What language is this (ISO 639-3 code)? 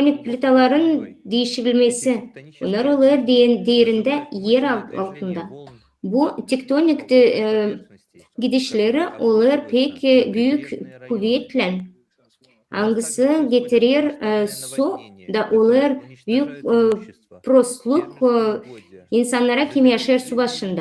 gag